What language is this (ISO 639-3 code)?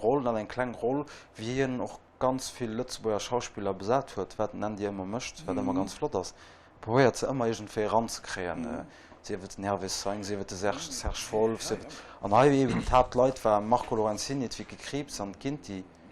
ltz